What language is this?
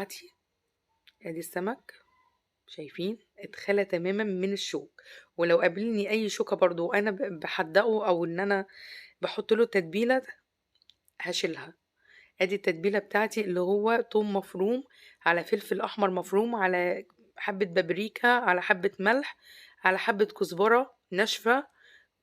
Egyptian Arabic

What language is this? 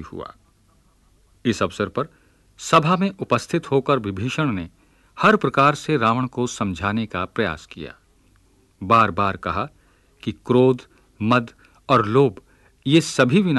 Hindi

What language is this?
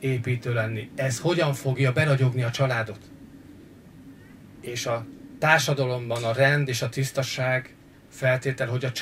Hungarian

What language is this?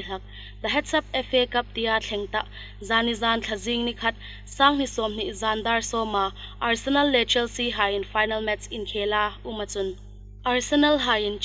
Hmar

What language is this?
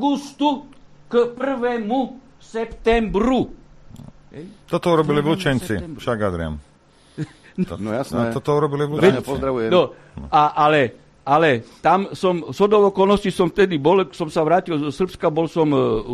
Slovak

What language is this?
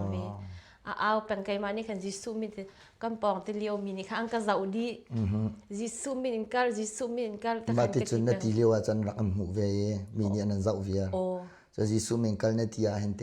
Hakha Chin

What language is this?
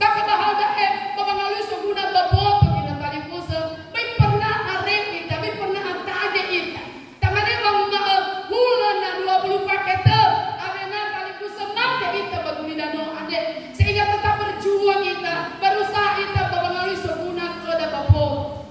Nias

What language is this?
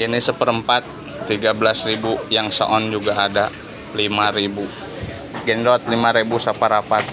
Sundanese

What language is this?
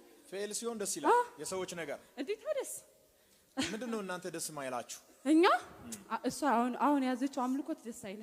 Amharic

